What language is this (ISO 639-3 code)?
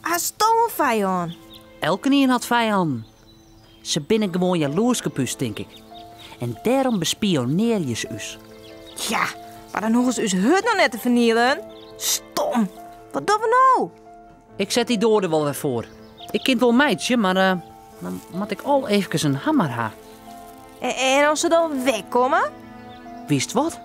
fry